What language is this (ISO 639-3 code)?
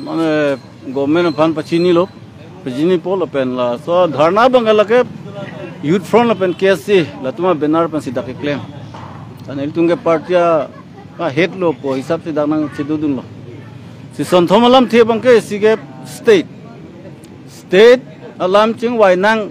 mjw